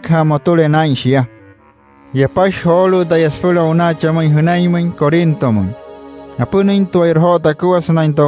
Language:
Wayuu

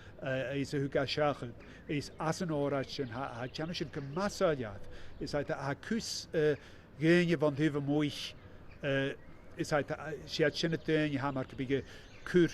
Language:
Scottish Gaelic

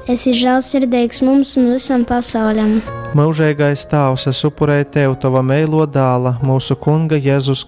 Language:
Latgalian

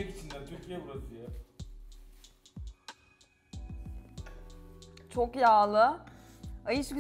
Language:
Turkish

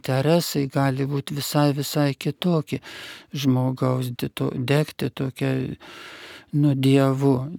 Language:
Lithuanian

